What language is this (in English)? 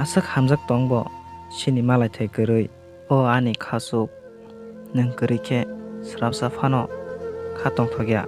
Kok Borok